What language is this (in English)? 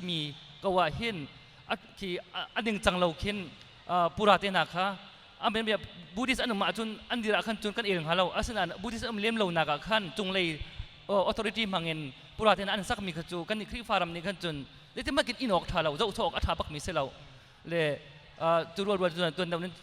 Hakha Chin